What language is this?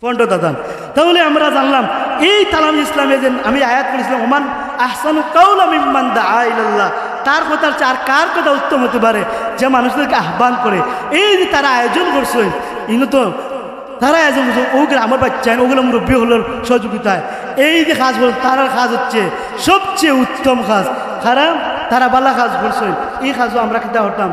Sylheti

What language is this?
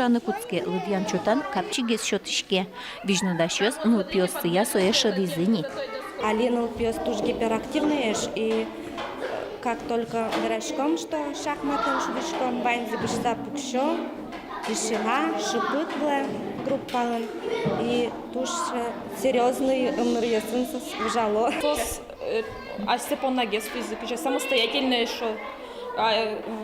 Udmurt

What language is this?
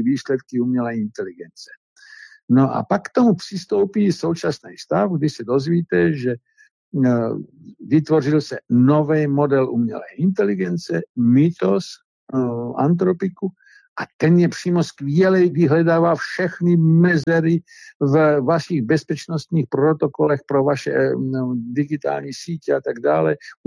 Czech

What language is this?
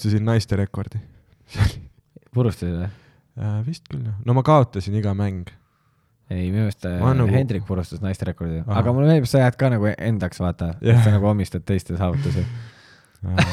Estonian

